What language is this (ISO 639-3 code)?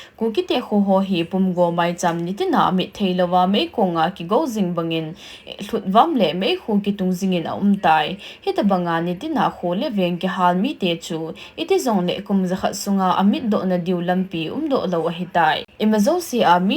tcz